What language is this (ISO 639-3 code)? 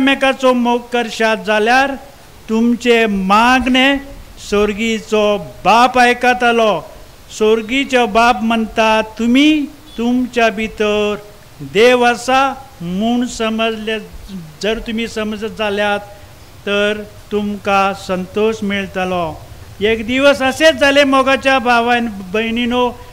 kok